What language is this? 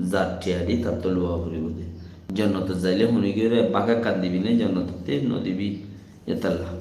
Rohingya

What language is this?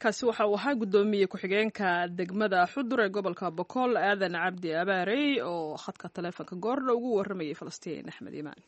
Somali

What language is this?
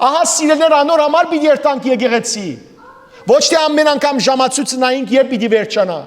Western Armenian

